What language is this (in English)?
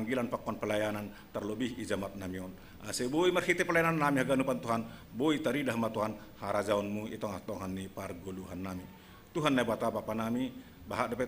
Batak Simalungun